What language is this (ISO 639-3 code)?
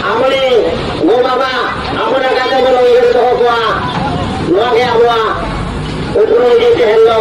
sat